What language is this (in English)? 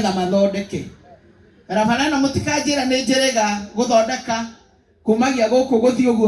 Kikuyu